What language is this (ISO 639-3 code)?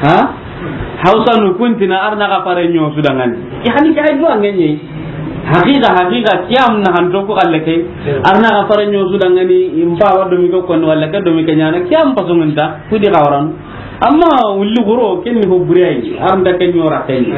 snk